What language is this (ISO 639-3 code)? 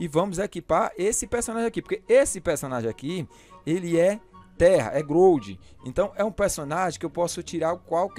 por